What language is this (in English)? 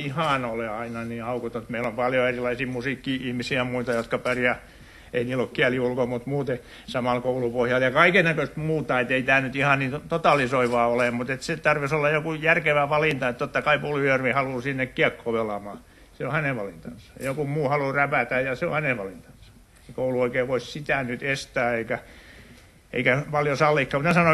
Finnish